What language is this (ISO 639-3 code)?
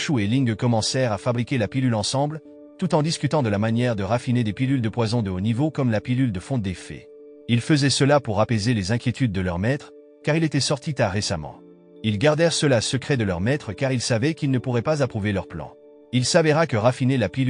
fra